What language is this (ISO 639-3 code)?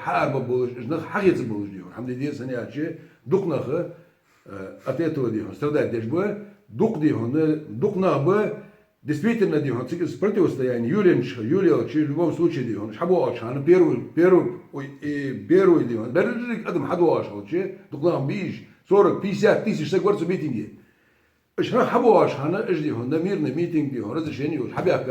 inh